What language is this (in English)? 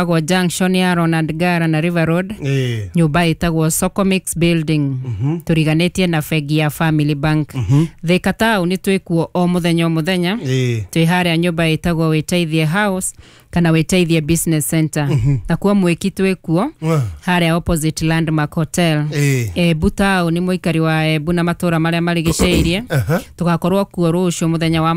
Kikuyu